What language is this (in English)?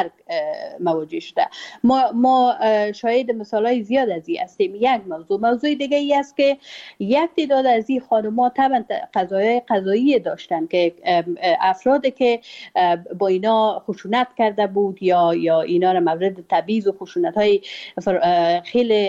Persian